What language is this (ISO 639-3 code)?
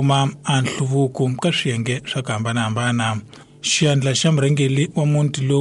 tso